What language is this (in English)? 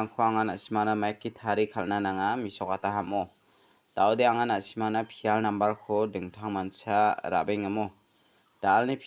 Garo